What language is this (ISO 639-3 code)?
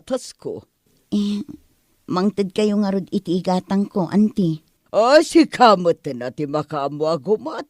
ilo